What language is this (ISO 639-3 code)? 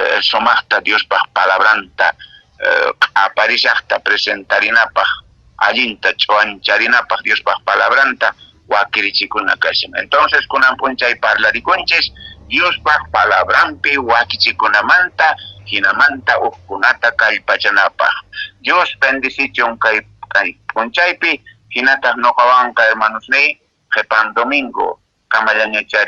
que